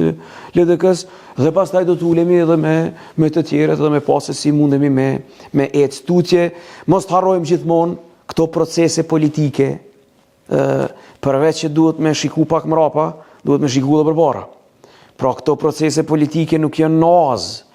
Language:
Albanian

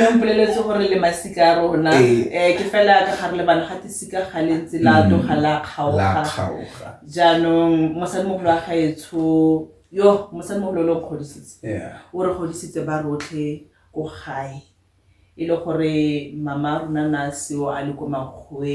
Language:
Tswana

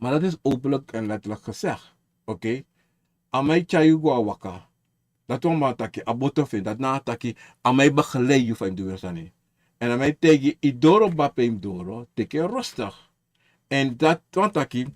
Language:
Sranan Tongo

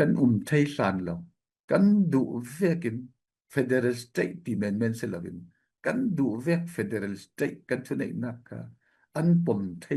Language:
Falam Chin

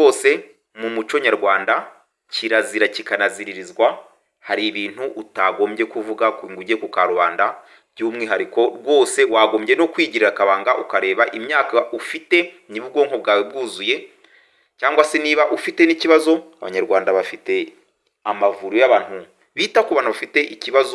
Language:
Kinyarwanda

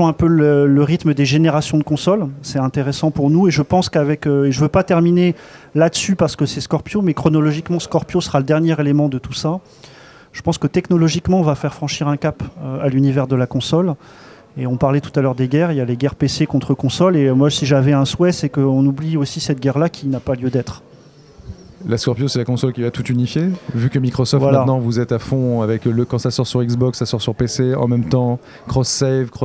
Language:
French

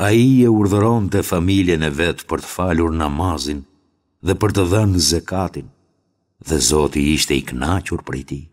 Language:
Albanian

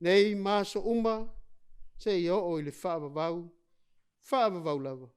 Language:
Samoan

